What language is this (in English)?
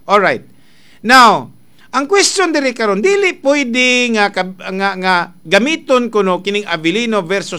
Cebuano